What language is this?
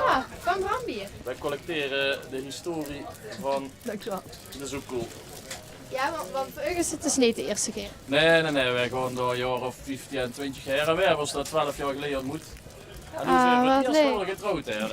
Limburgish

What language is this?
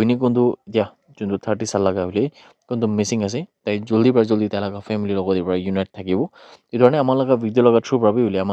Naga Pidgin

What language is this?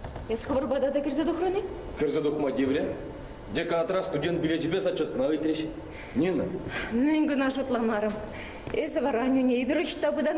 Chuvash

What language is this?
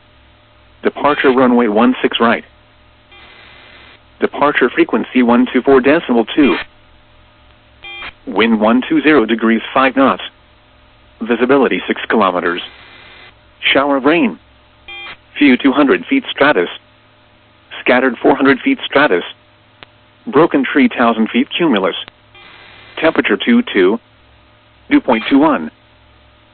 English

